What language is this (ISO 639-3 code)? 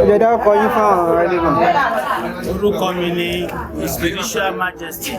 yor